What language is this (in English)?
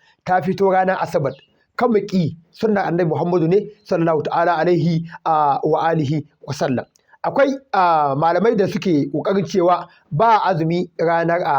Hausa